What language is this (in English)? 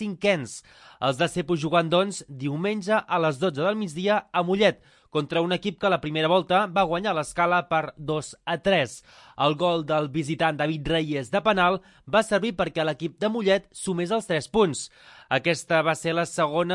Catalan